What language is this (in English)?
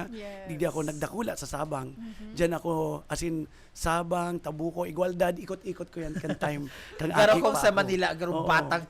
Bikol